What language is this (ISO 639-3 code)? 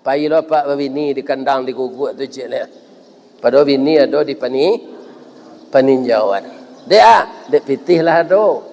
min